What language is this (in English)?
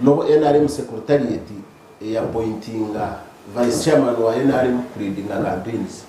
Nyankole